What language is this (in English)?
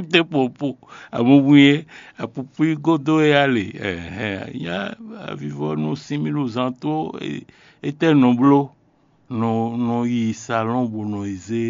Fon